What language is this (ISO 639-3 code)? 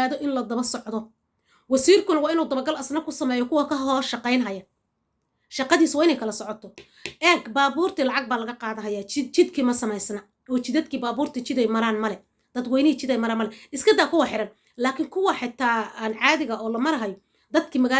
som